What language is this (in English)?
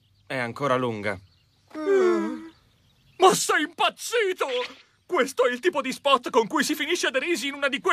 Italian